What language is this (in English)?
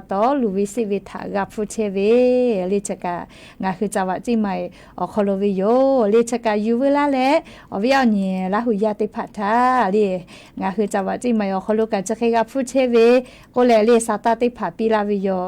Lahu